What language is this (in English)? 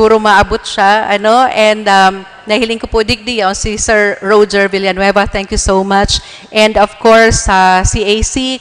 Bikol